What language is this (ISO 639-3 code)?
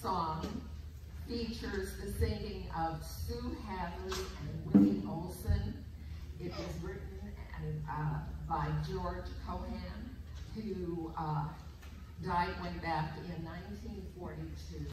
eng